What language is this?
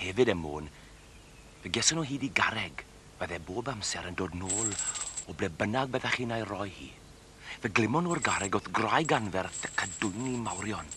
Welsh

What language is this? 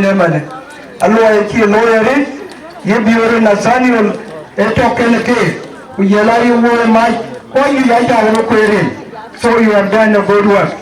Dinka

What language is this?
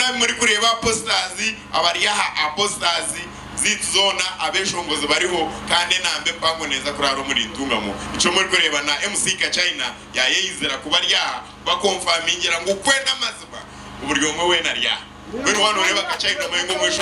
Nyankole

